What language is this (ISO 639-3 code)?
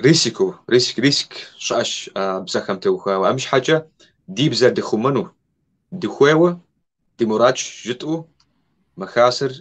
kbd